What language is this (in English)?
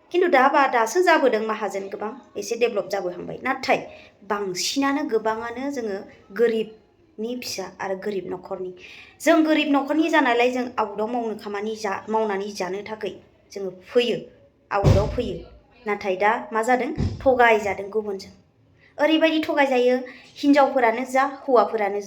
Bodo